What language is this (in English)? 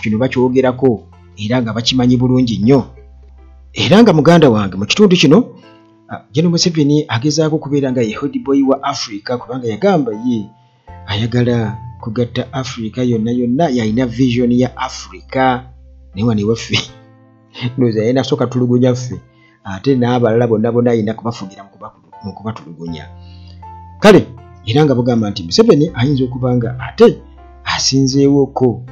Ganda